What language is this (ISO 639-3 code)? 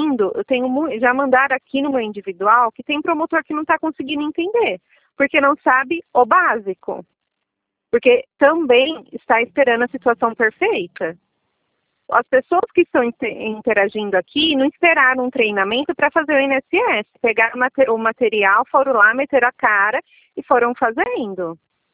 por